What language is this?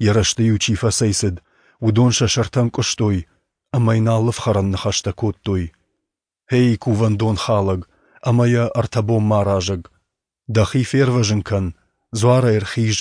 Ossetic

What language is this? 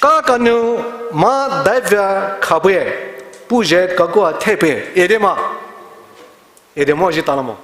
Poumei Naga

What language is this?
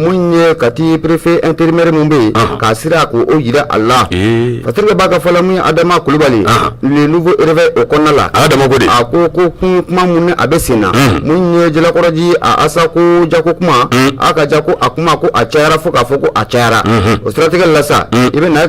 Bambara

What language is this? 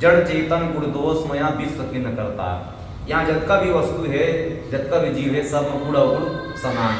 Chhattisgarhi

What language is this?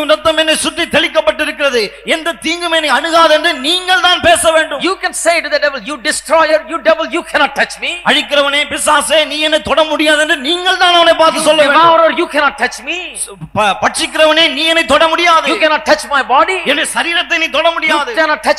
Tamil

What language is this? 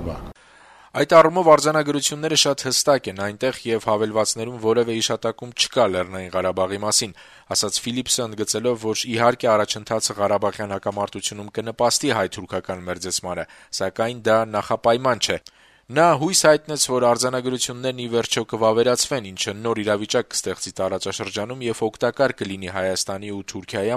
Armenian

